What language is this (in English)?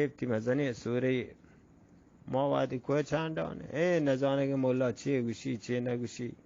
Eastern Balochi